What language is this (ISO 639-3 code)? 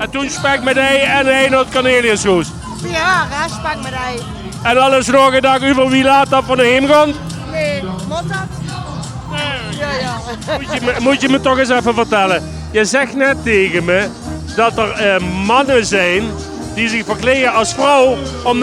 lim